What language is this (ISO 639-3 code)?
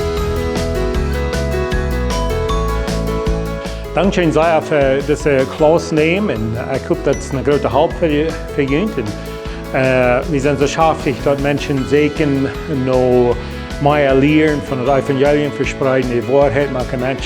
pdt